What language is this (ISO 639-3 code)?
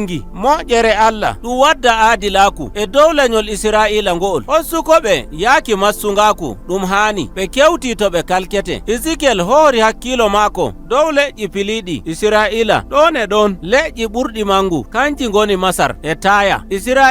fuv